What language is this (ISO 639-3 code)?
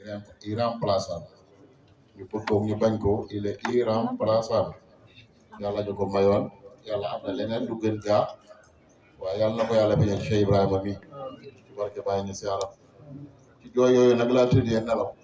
wol